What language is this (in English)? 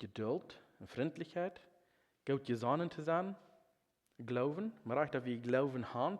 Plautdietsch